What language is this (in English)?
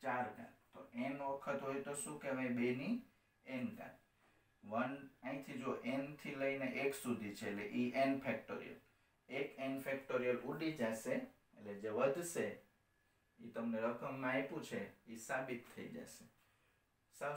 Gujarati